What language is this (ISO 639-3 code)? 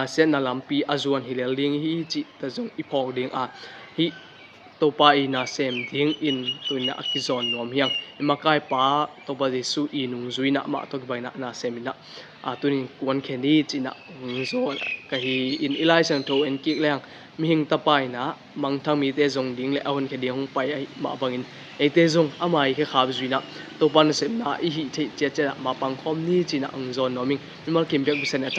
ctd